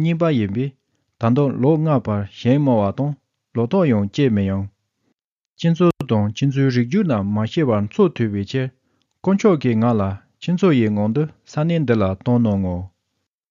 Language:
Tibetan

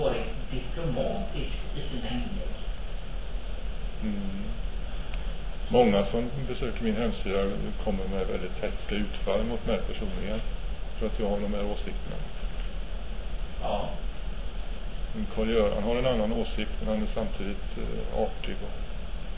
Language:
Swedish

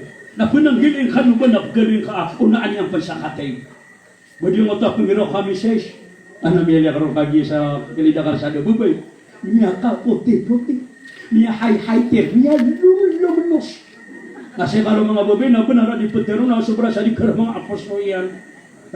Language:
Maranao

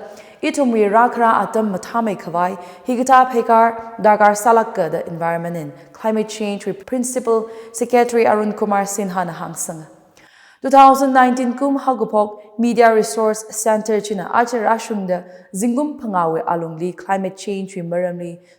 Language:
Tangkhul Naga (India)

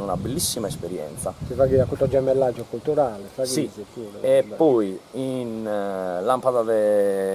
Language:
Sardinian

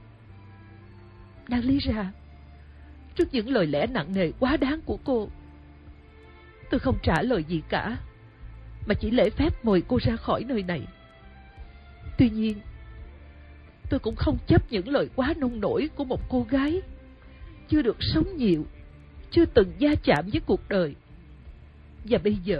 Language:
Vietnamese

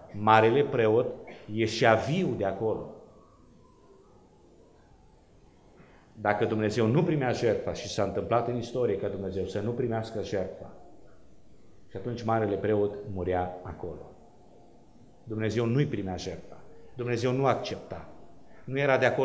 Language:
Romanian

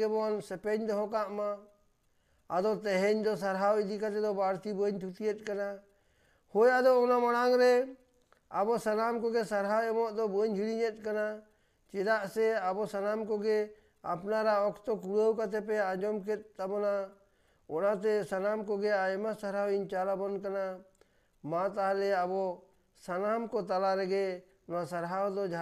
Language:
Santali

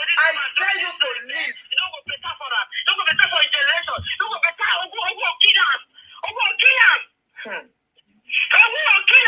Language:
Nigerian Pidgin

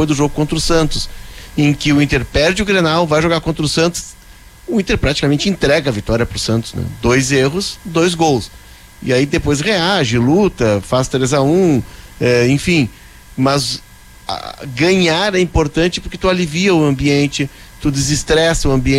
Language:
Portuguese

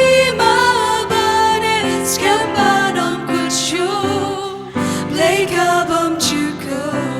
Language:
Khasi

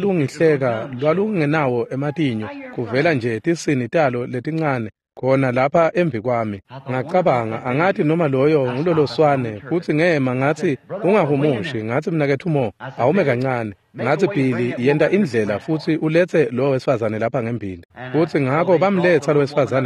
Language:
Swati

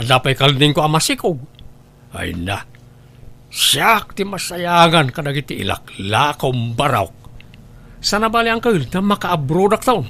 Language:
Iloko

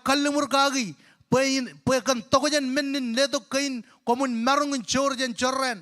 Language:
Marshallese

